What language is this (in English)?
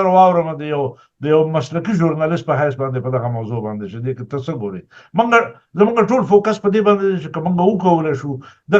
Pashto